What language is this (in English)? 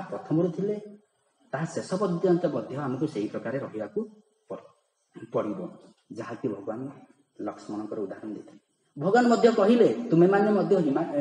Odia